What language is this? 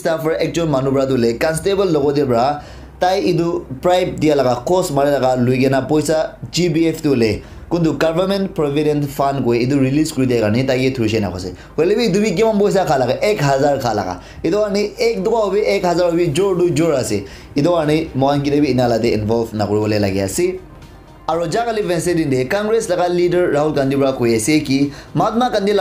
Naga Pidgin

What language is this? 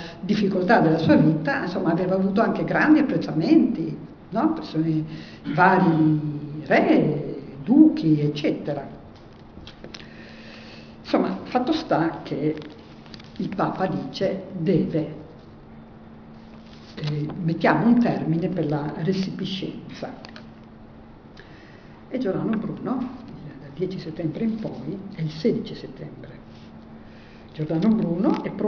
Italian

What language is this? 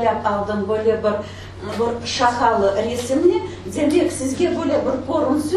Crimean Tatar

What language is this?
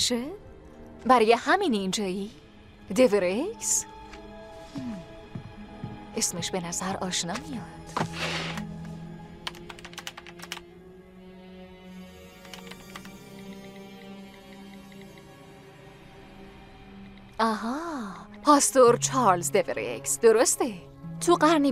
Persian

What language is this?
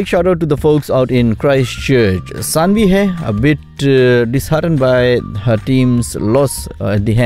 Hindi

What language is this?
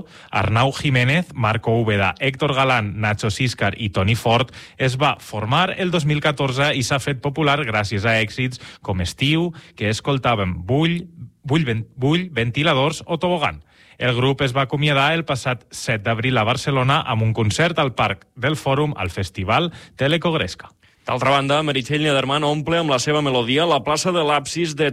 Catalan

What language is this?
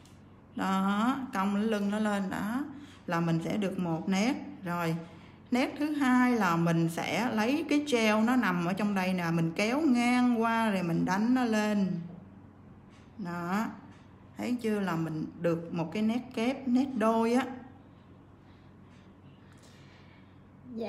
Vietnamese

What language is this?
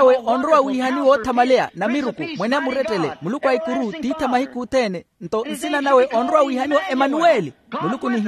Makhuwa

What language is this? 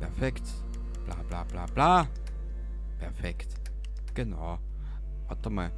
Bavarian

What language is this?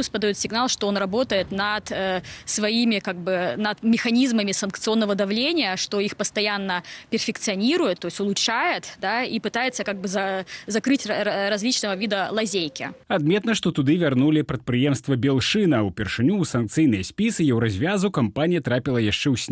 Belarusian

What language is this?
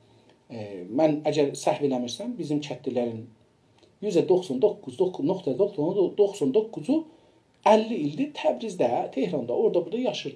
South Azerbaijani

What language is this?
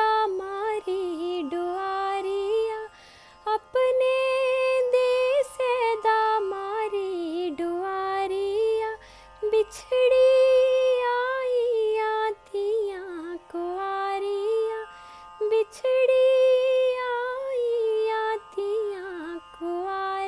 Dogri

